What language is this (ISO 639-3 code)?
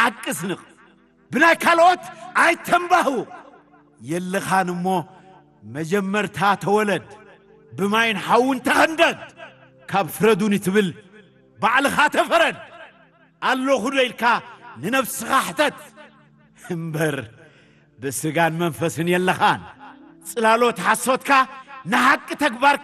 tir